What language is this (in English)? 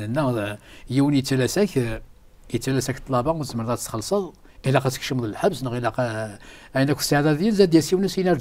Kabyle